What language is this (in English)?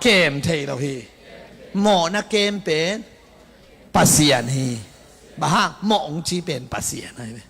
Tedim Chin